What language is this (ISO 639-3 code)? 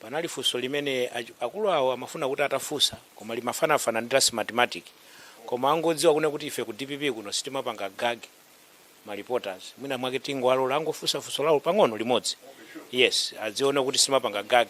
nya